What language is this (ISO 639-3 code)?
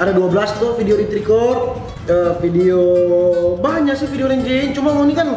xmm